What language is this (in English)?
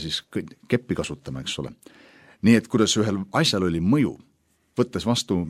Estonian